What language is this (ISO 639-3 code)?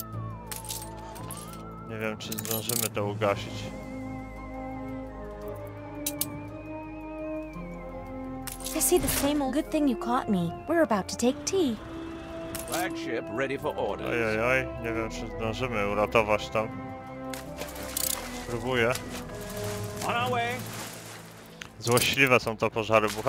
pol